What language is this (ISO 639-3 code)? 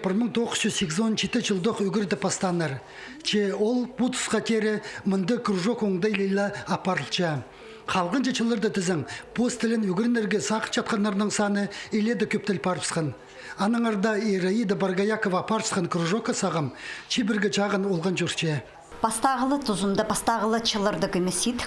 kjh